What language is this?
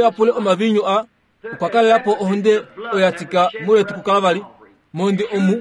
Kuanyama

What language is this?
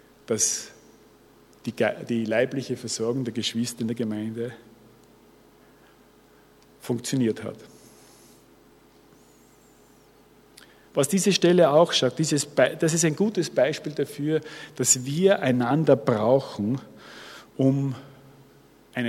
German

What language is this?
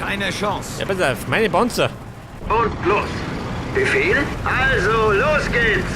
Bavarian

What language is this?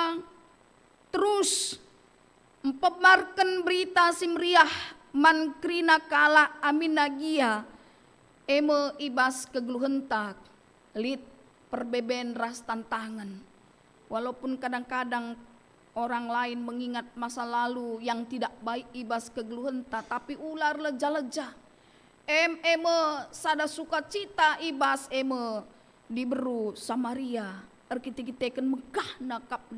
Batak Karo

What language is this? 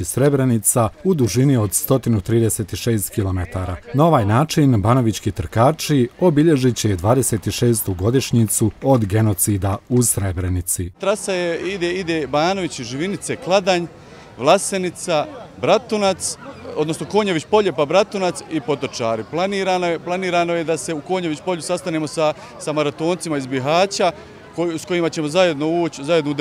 Bosnian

